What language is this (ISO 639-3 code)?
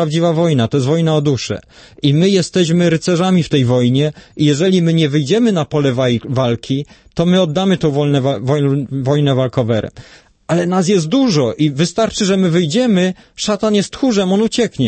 pol